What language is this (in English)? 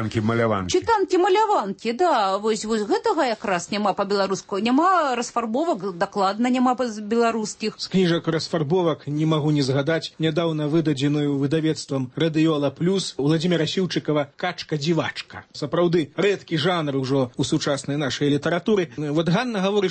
Belarusian